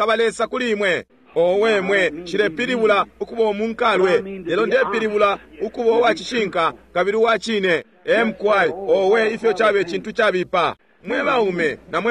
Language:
Bemba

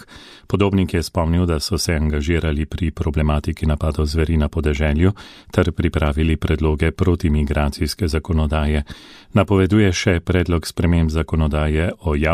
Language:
Slovenian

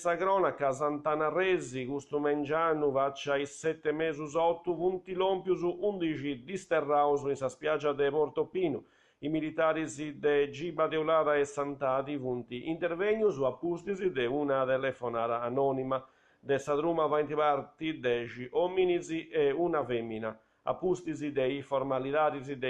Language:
Sardinian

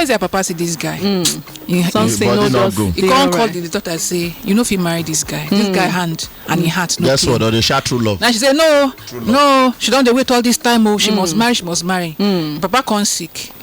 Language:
Nigerian Pidgin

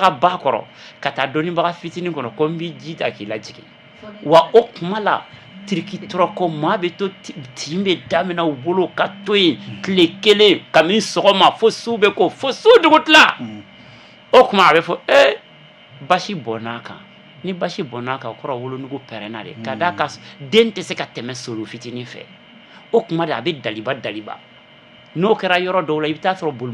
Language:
Bambara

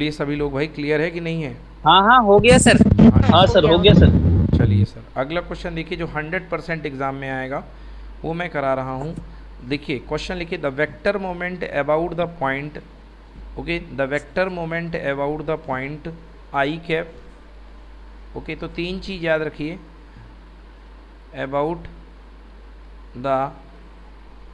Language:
Hindi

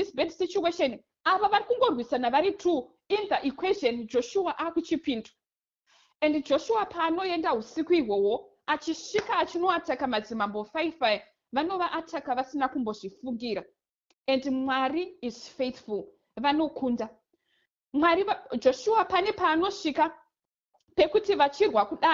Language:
Shona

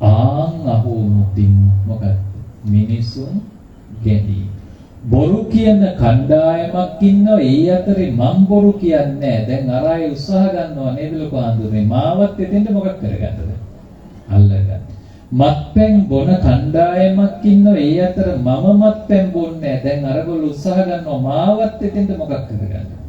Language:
Sinhala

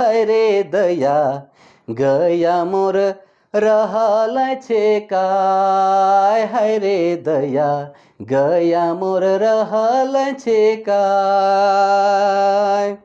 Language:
Sadri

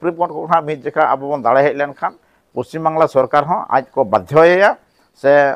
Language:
Santali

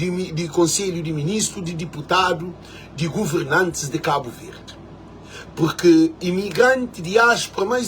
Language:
Kabuverdianu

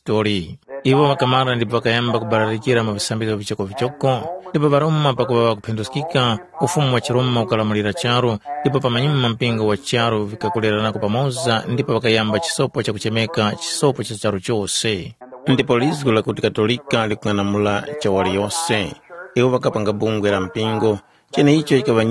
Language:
Tumbuka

